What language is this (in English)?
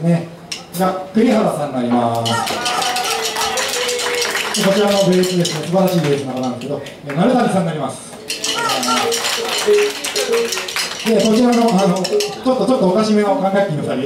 Japanese